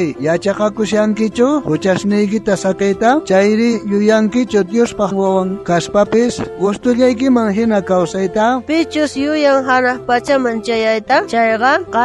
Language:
South Bolivian Quechua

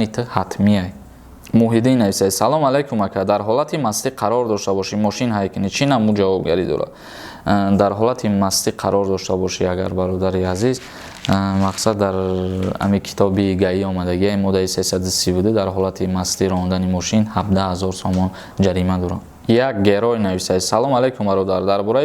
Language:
Tajik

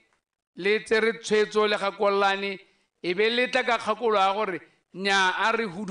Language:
Tswana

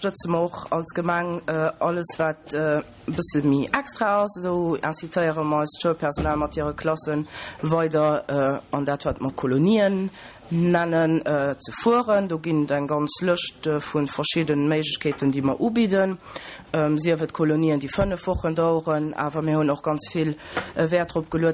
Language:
Luxembourgish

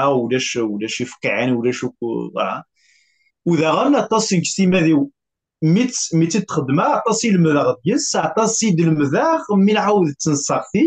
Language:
Kabyle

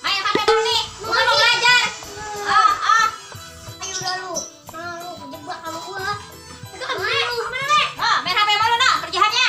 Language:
Betawi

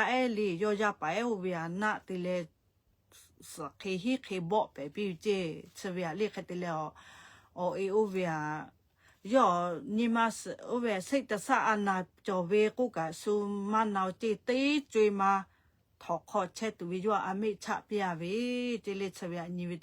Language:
Lahu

